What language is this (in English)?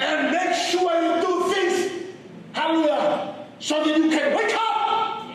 Fijian